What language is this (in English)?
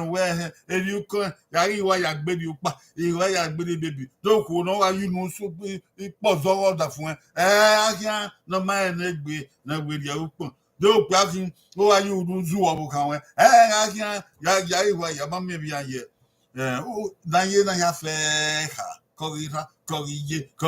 Bini